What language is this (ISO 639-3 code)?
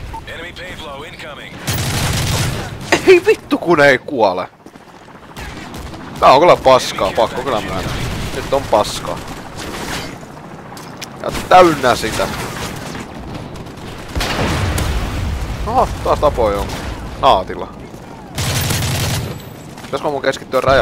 fin